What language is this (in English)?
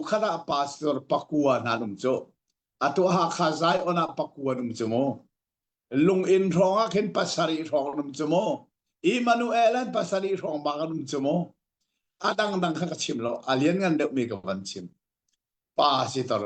Hakha Chin